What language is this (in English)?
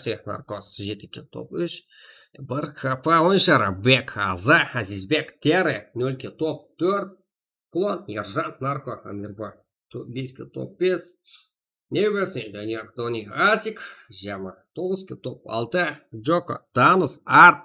Kara-Kalpak